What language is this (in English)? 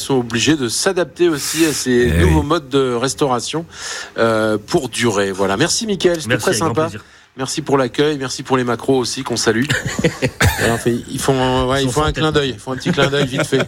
French